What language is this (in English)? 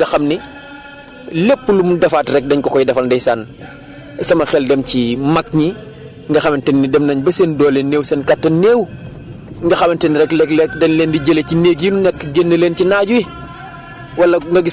Wolof